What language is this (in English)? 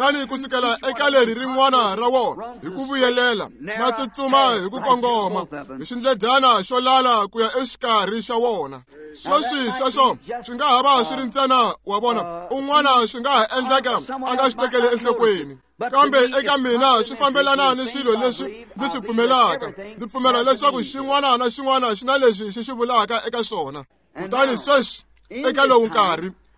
Tsonga